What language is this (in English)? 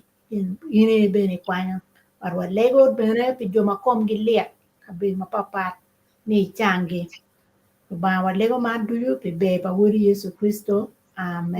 Acoli